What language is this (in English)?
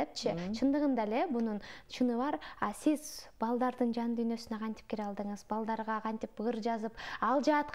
Kyrgyz